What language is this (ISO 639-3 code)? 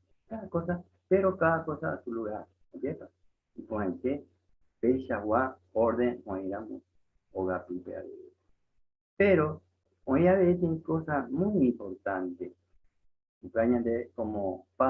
grn